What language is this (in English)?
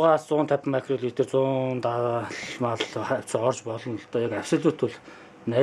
Mongolian